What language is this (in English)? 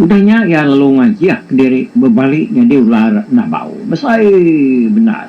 Iban